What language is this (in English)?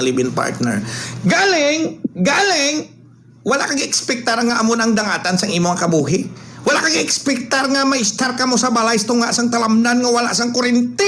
Hiligaynon